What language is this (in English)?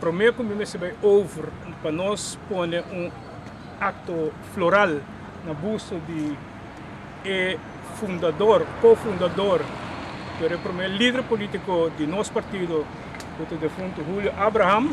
Papiamento